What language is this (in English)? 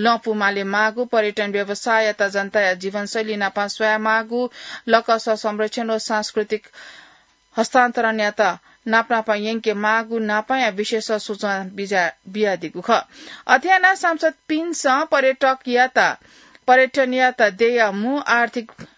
Newari